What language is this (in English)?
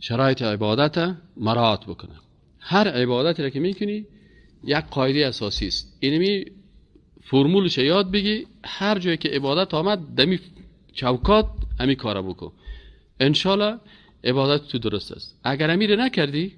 Persian